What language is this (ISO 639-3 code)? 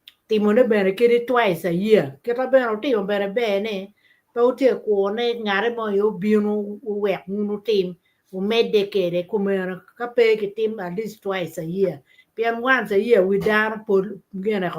ach